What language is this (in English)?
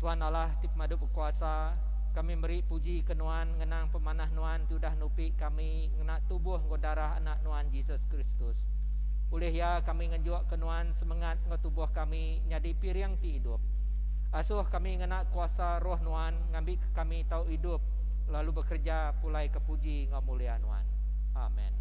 Iban